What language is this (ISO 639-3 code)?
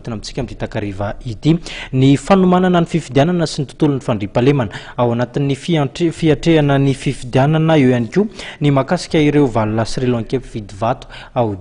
mlg